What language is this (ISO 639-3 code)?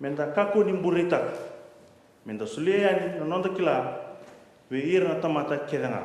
fij